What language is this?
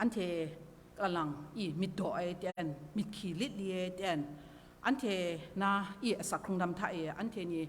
Kachin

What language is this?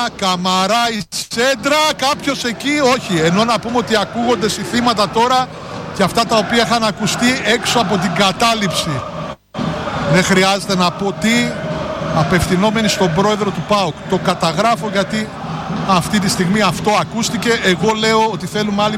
Greek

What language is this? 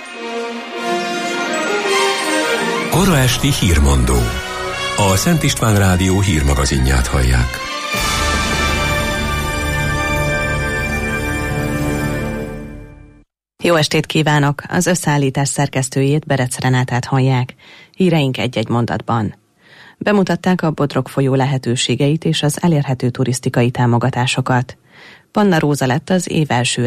Hungarian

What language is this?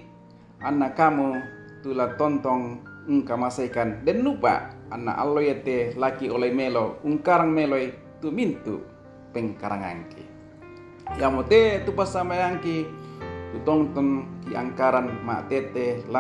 Toraja-Sa'dan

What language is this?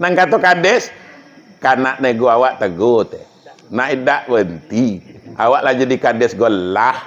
Minangkabau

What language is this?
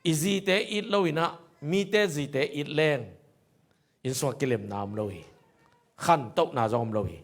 Tedim Chin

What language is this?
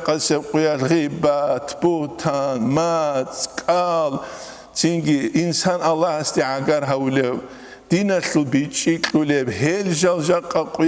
Avaric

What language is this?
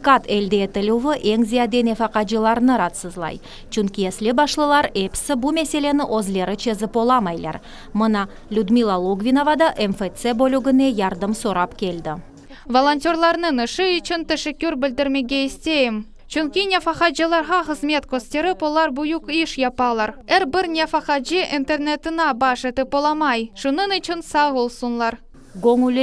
Crimean Tatar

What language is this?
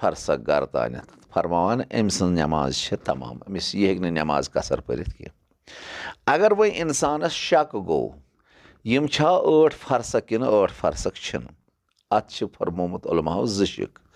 Kashmiri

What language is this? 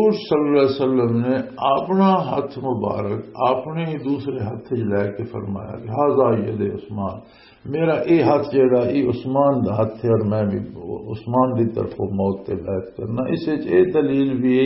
Western Panjabi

